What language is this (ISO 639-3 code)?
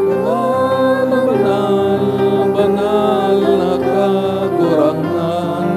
bik